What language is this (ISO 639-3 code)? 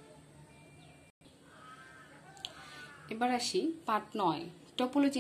ben